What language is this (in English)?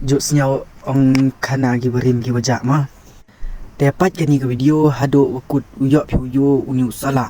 Khasi